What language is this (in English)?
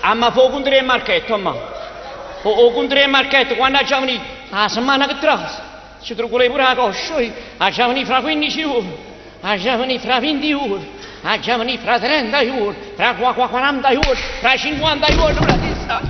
Neapolitan